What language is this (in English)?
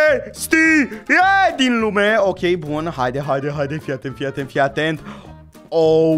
Romanian